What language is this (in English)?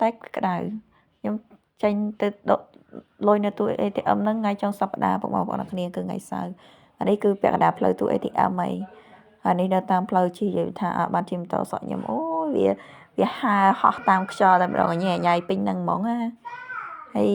Khmer